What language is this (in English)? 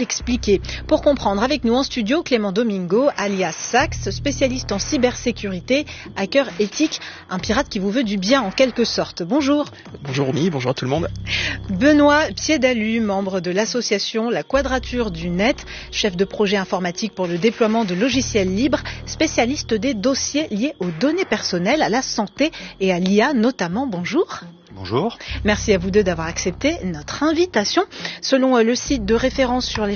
French